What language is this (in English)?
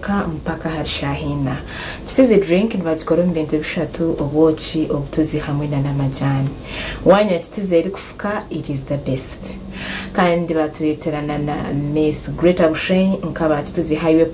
Nyankole